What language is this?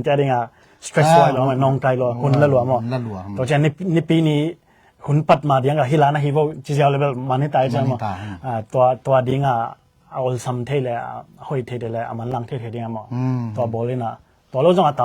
Tedim Chin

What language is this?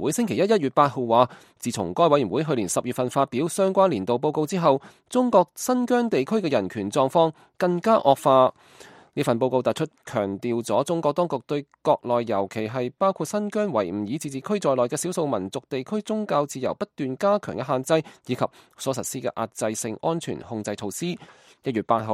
Cantonese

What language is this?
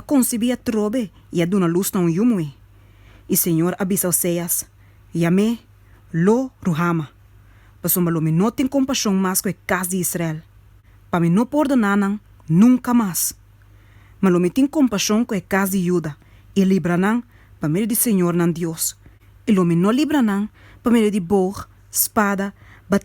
Papiamento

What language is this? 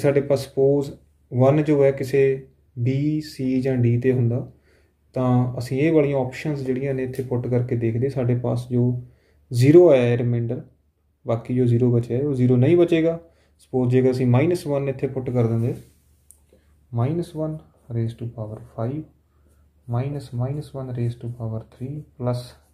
Punjabi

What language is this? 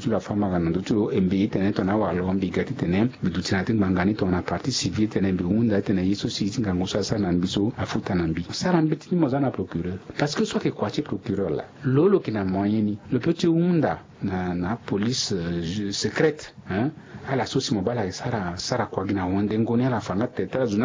Sango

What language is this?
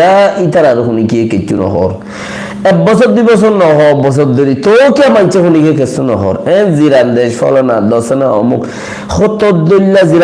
Rohingya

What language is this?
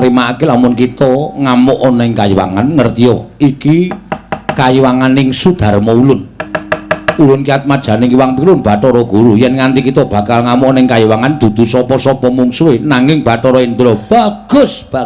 Javanese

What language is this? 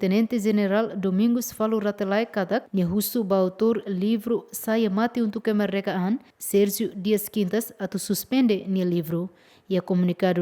Tetum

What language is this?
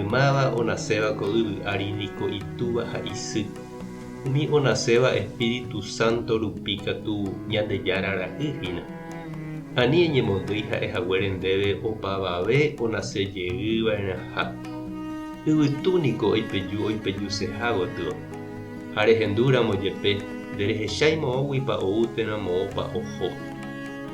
Guarani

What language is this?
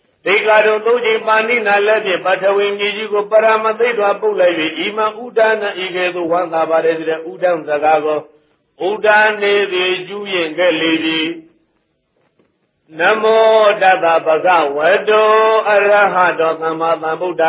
Burmese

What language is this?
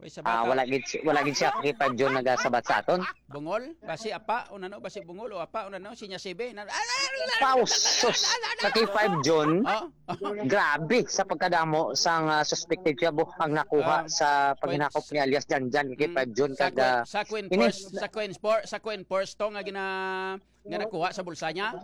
Hiligaynon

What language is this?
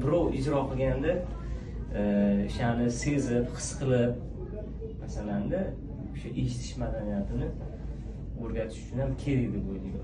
Uzbek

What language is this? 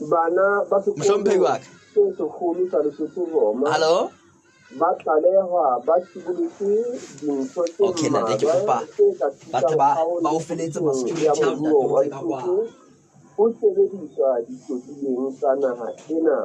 Southern Sotho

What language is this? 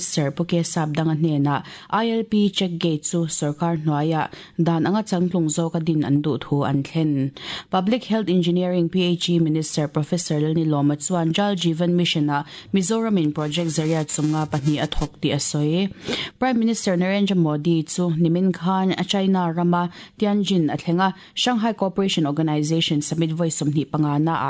Mizo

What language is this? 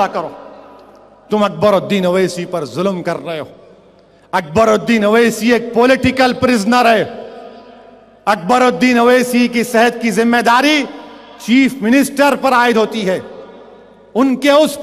Urdu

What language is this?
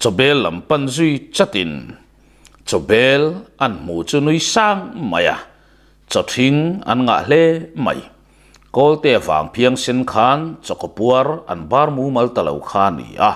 Mizo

